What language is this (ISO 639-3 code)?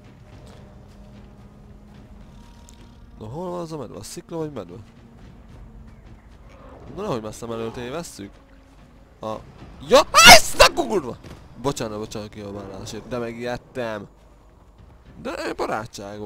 hun